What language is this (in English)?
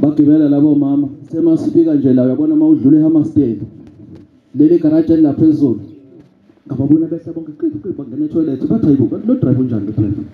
Zulu